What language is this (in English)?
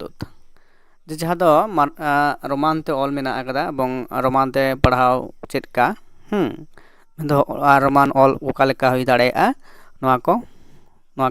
Santali